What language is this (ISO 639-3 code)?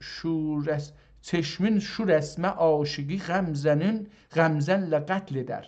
azb